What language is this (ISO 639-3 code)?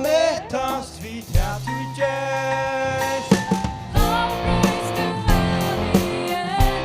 fao